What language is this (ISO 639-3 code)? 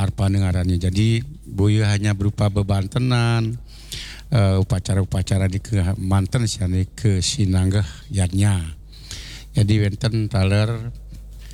ban